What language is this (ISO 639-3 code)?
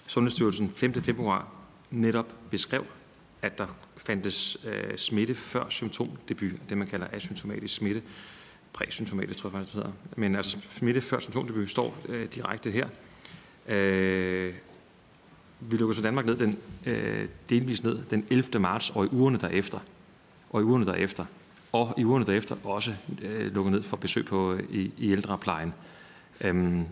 dan